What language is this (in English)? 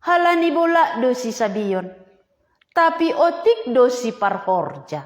Batak Simalungun